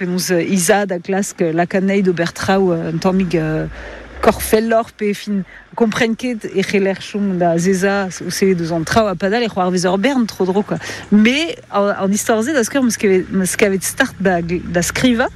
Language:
Breton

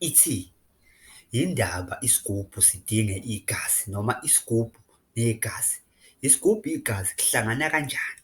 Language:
Zulu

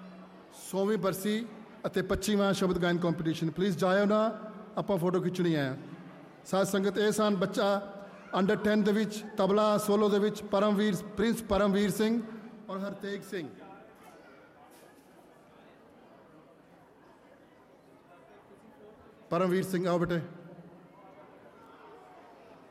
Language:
Punjabi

